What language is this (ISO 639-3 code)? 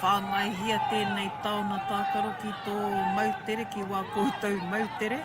mri